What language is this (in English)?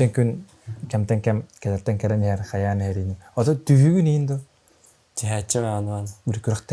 Yakut